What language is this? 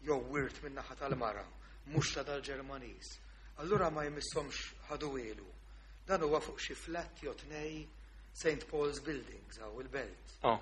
Maltese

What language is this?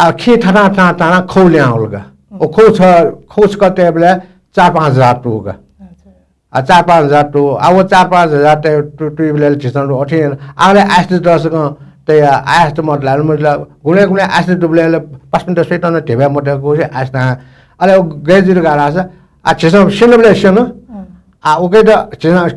Newari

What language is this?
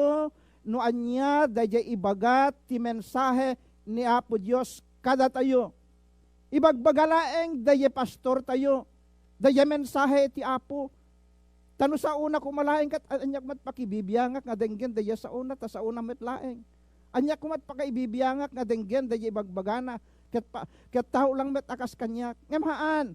Iloko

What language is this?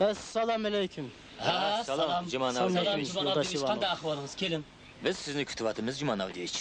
Uyghur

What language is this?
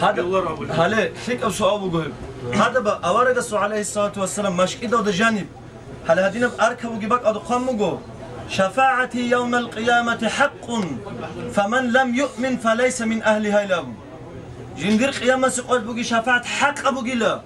Avaric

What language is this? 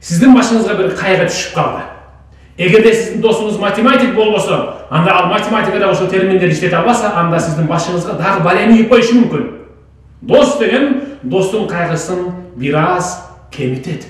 Kyrgyz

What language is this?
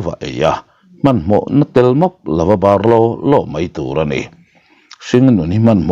Mizo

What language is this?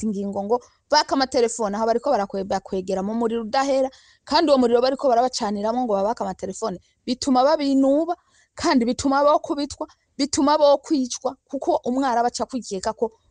Rundi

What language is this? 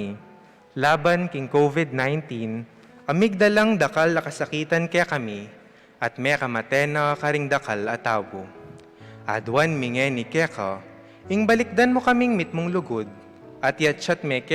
Pampanga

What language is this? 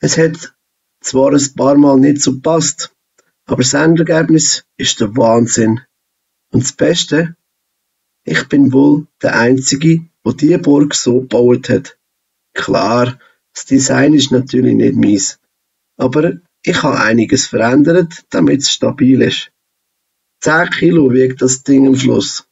Swiss German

